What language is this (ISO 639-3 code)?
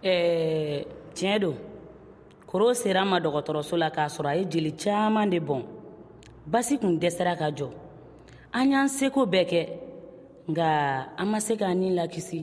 bam